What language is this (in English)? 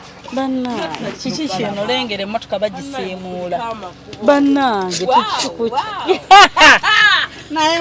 Ganda